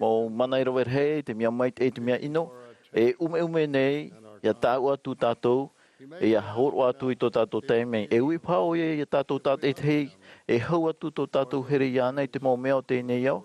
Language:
Tahitian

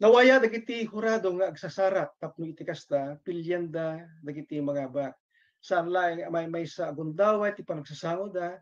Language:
Iloko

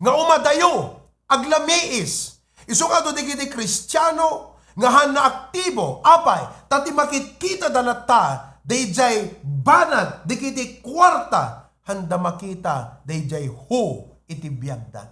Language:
Iloko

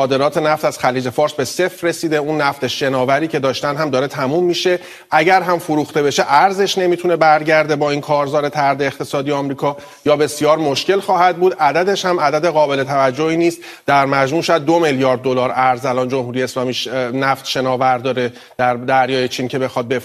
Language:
Persian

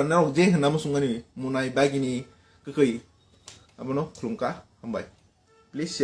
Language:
Kok Borok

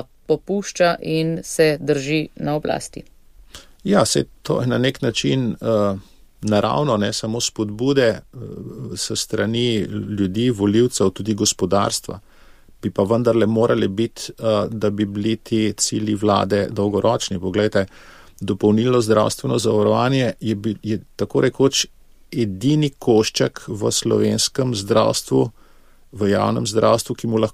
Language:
Slovenian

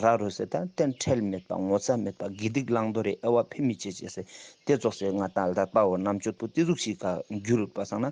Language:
Ladakhi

